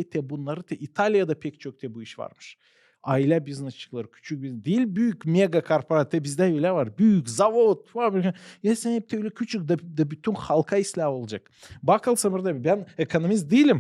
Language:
Gagauz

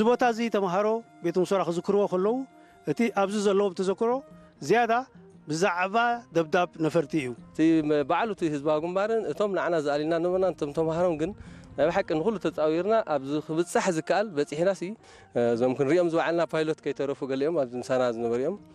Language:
Tigrinya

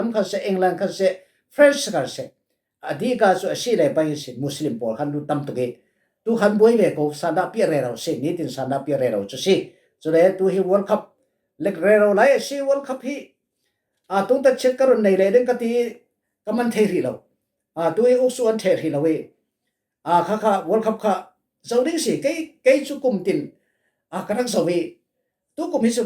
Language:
Falam Chin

